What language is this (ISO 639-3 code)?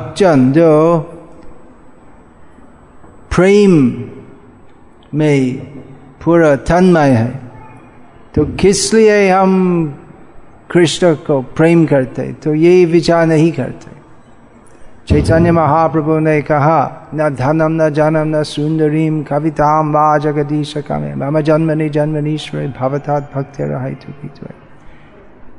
hin